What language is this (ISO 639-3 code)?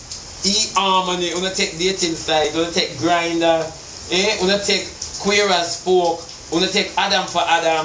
jam